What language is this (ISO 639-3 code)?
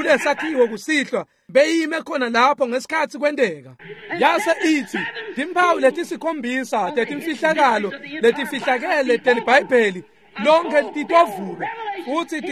ssw